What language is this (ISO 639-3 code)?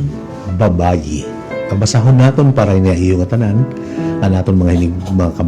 war